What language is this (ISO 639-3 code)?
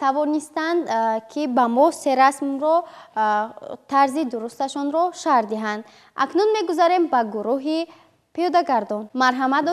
tgk